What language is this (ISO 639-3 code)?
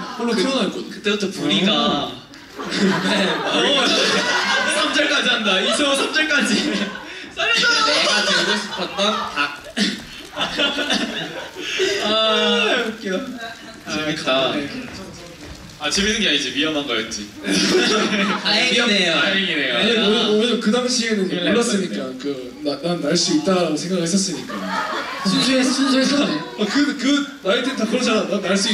kor